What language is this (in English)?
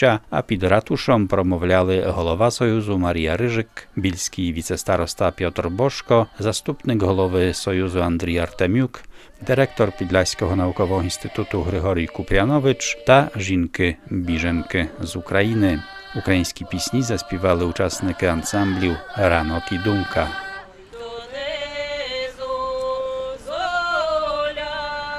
Ukrainian